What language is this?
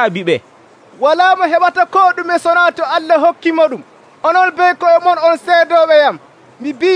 Nigerian Fulfulde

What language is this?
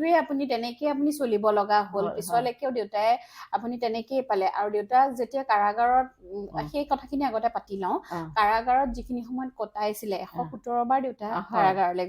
Assamese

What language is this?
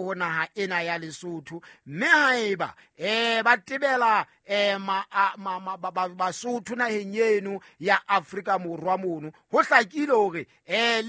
Southern Sotho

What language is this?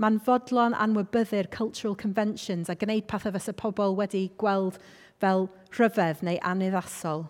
Welsh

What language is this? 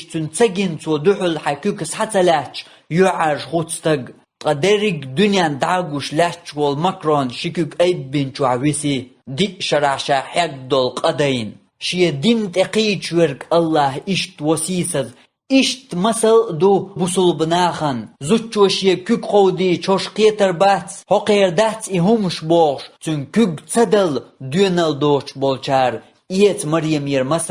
Chechen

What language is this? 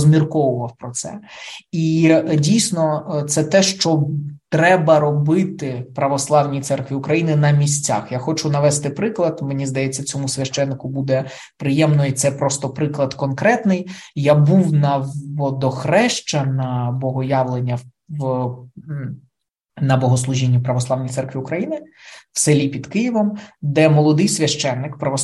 Ukrainian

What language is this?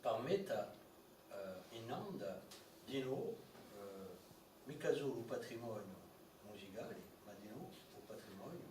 Corsican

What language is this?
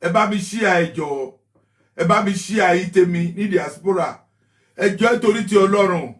Yoruba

